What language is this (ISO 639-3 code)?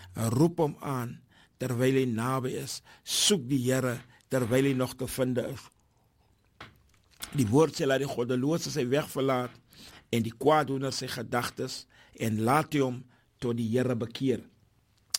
afr